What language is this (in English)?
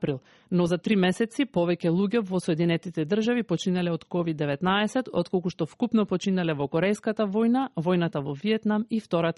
Macedonian